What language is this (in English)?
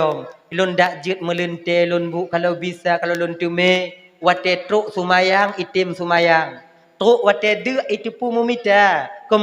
Achinese